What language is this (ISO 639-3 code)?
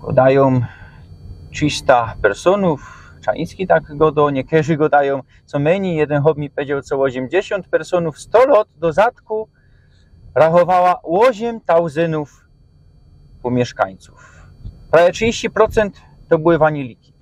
szl